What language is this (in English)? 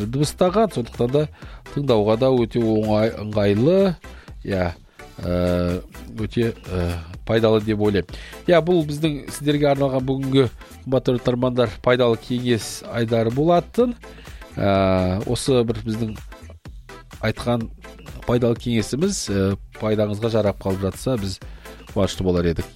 Kazakh